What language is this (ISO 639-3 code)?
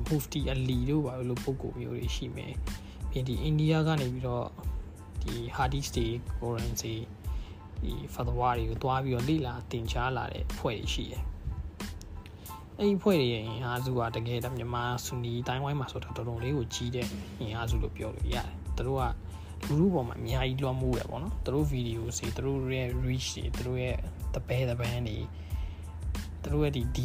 mya